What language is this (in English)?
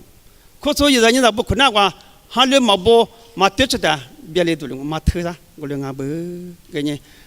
Lisu